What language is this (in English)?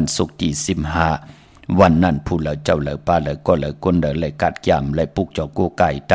Shan